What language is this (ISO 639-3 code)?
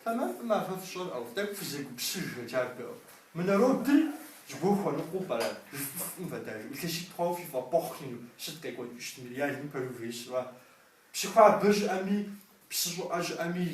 kbd